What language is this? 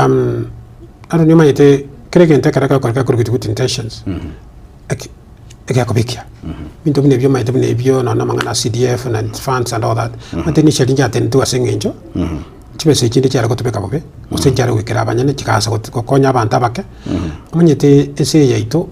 Gusii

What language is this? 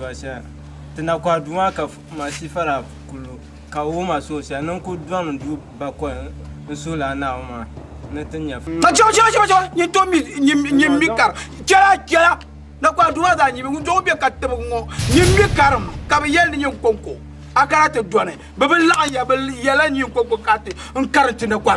Dagbani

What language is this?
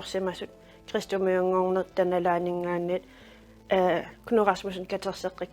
Kalaallisut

